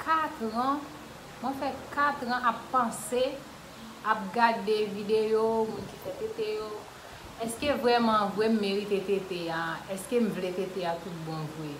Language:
Haitian Creole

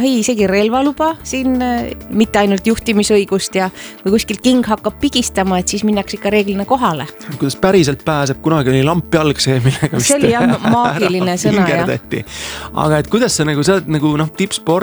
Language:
Estonian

